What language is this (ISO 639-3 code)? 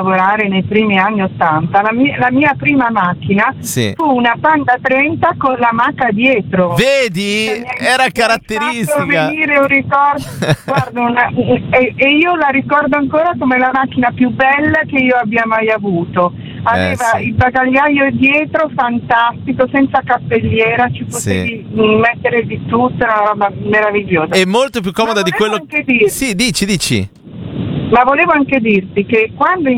ita